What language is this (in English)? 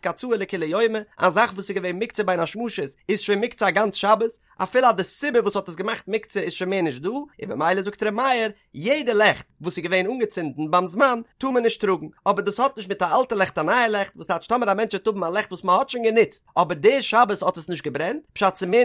Yiddish